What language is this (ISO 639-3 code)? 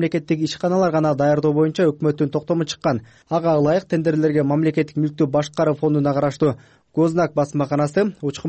kir